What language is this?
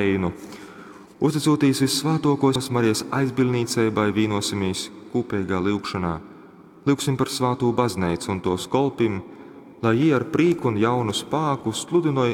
Latgalian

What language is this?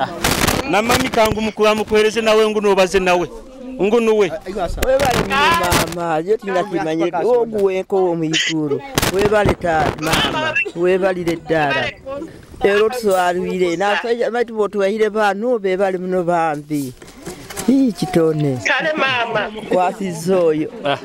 Nyoro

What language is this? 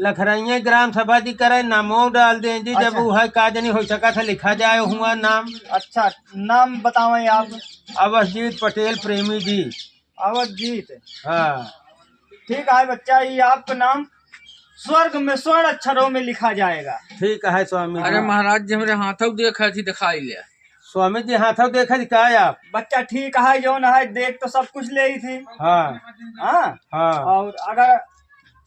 Awadhi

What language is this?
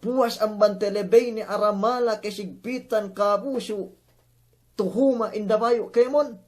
Yakan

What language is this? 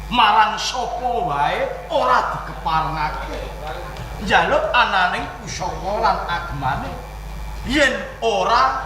Javanese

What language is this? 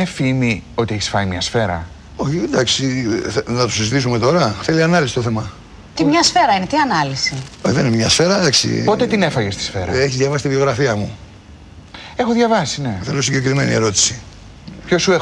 Greek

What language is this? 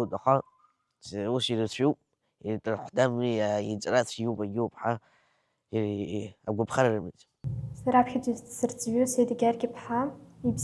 Abkhazian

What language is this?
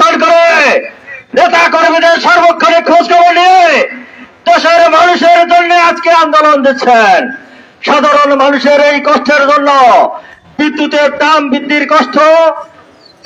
Bangla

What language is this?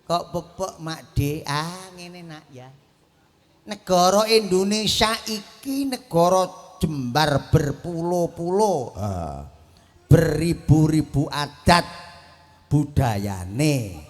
Javanese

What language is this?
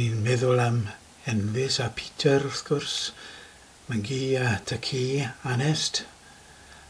Welsh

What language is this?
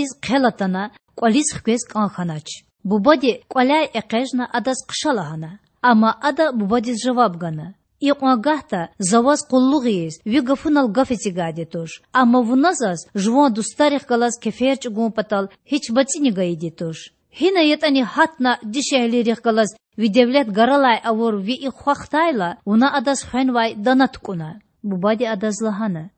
Lezghian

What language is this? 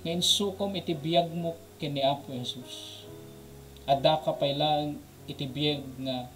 Iloko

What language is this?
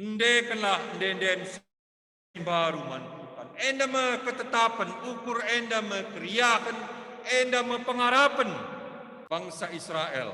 Batak Karo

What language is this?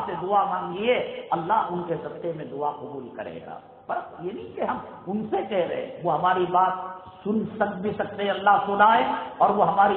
Urdu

